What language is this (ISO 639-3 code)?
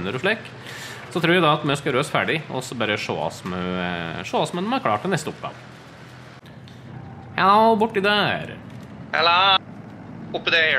nor